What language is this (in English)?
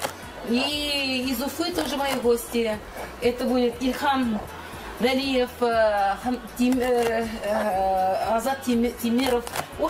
Russian